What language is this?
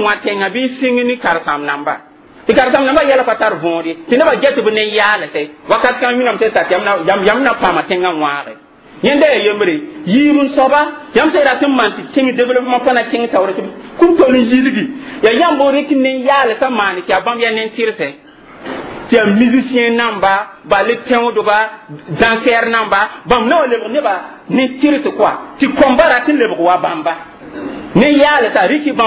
Mossi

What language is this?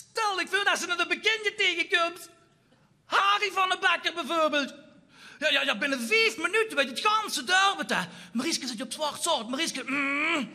Limburgish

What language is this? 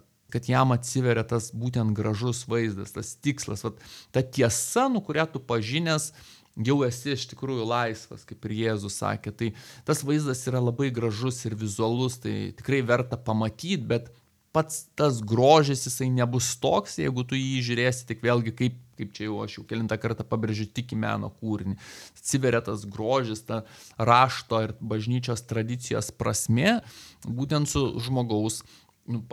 Lithuanian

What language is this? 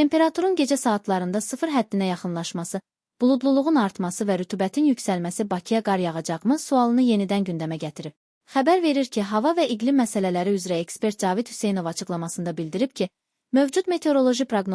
Azerbaijani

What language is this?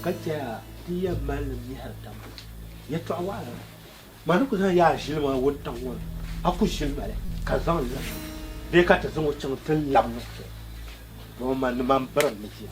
Dagbani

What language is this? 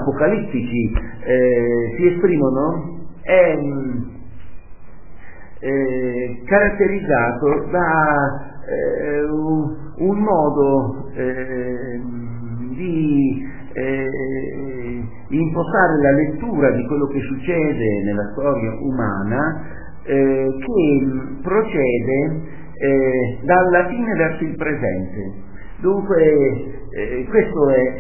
Italian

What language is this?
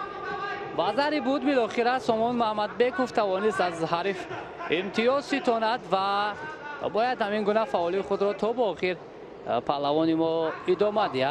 Tajik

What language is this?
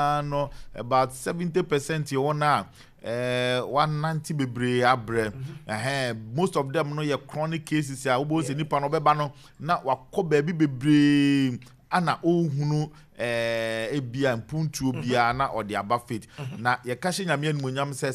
Akan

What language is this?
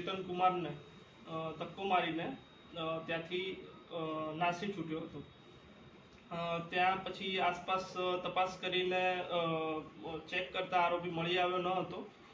Gujarati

